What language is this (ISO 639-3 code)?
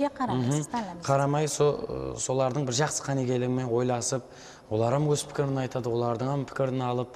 kaa